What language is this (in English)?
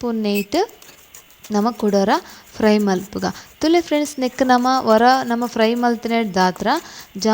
Tulu